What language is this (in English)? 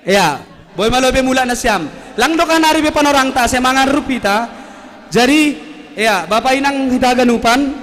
Batak Simalungun